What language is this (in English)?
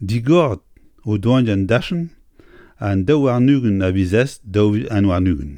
Breton